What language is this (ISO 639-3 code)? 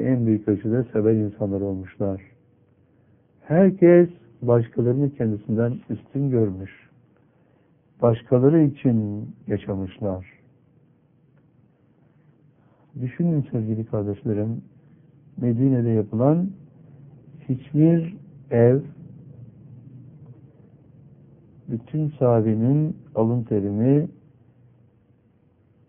tur